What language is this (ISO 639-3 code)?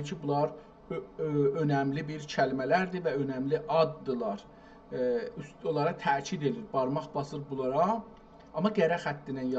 azb